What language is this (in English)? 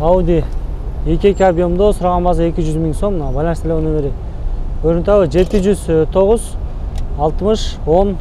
Kyrgyz